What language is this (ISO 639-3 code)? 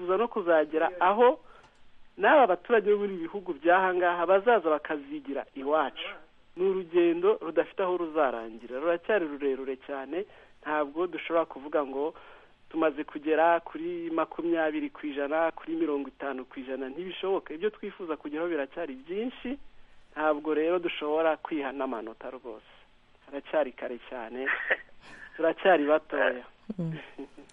kin